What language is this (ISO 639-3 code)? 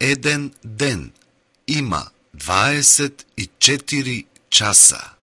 mkd